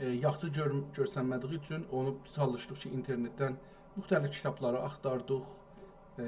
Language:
South Azerbaijani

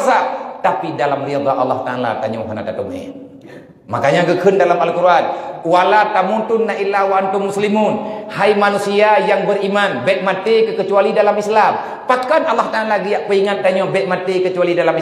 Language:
Achinese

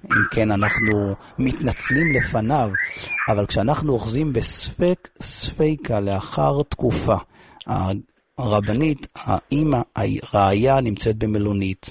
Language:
Hebrew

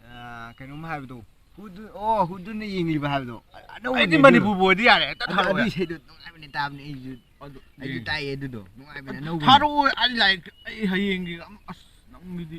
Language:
Manipuri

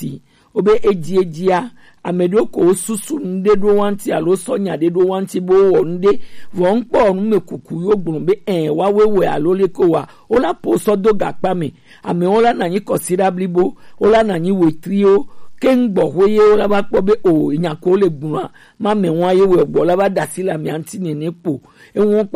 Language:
Gen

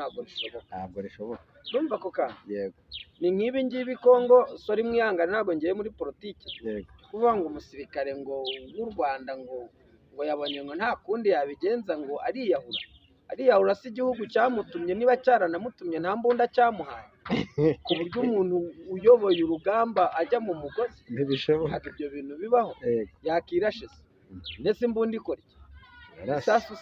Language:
Kinyarwanda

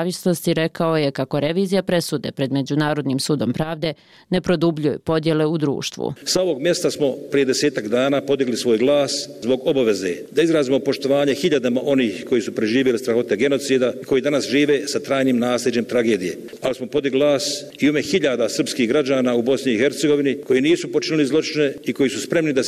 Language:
Bosnian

